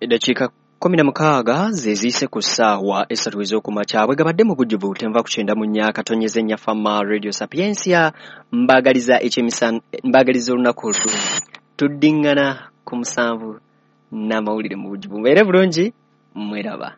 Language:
Ganda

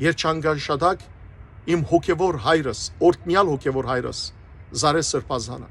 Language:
Western Armenian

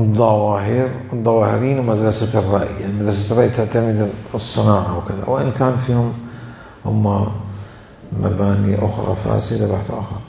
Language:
Mesopotamian Arabic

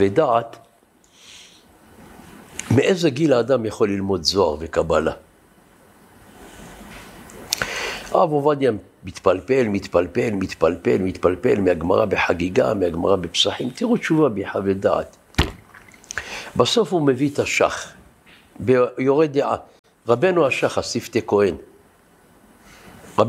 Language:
Hebrew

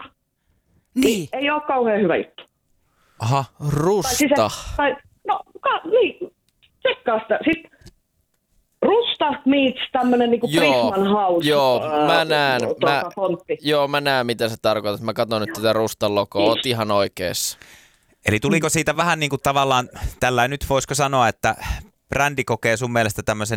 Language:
Finnish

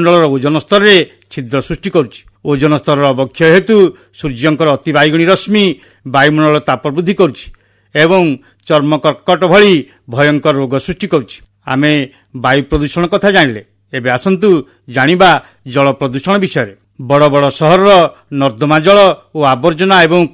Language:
Odia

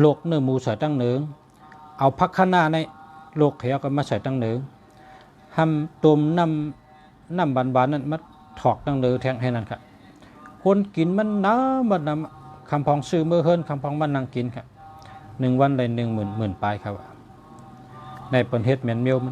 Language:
Shan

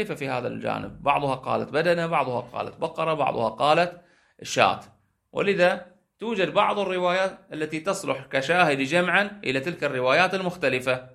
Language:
Arabic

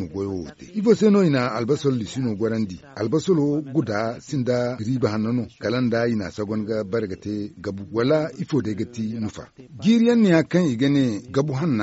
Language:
Zarma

